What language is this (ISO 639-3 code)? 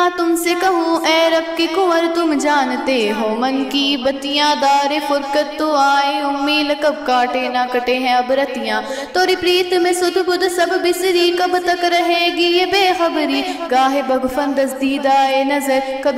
urd